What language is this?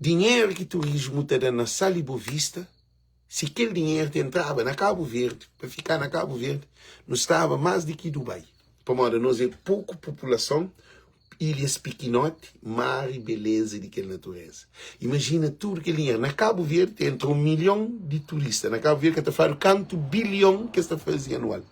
Kabuverdianu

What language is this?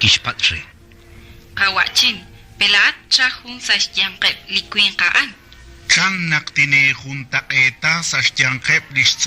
Kekchí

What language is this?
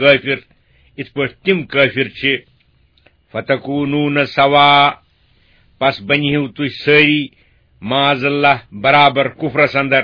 Kashmiri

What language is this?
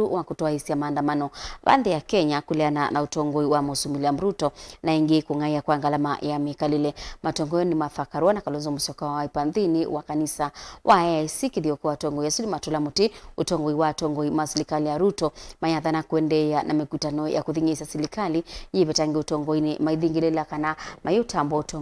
Kamba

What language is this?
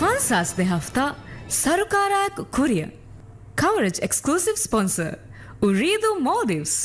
Divehi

